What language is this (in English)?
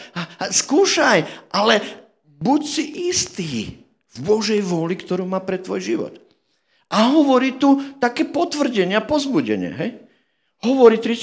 Slovak